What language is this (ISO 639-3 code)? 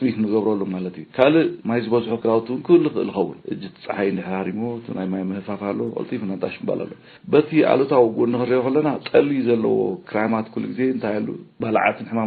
tir